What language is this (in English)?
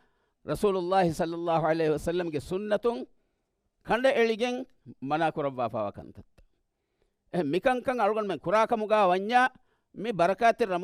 Divehi